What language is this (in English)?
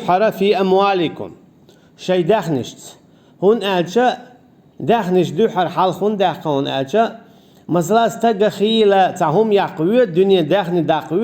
Chechen